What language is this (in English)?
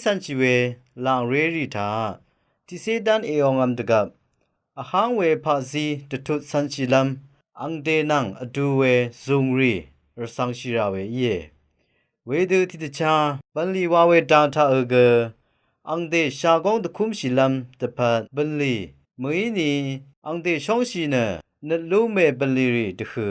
Rawang